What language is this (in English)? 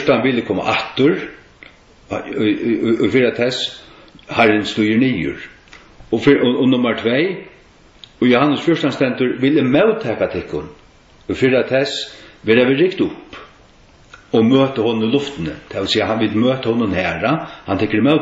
Faroese